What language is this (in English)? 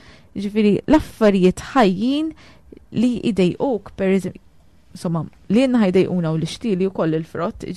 Maltese